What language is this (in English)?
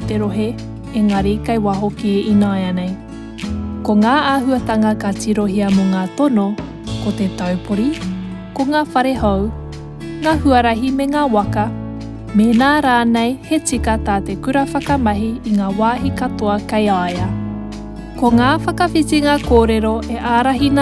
Māori